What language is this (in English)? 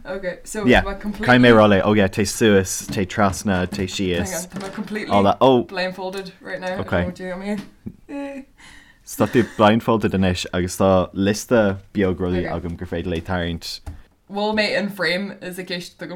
Irish